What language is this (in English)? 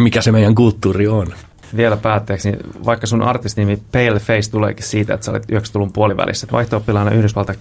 Finnish